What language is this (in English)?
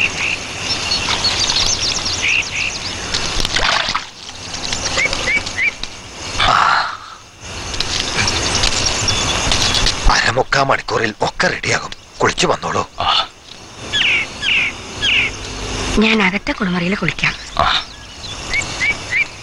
Malayalam